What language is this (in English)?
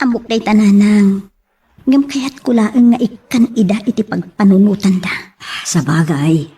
Iloko